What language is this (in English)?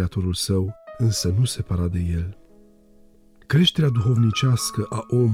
Romanian